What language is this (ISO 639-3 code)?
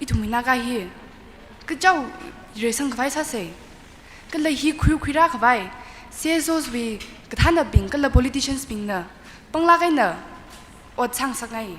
nmf